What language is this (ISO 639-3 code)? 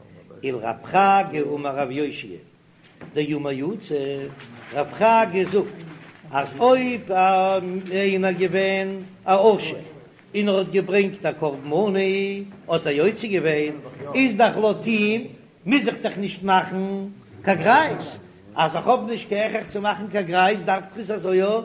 yid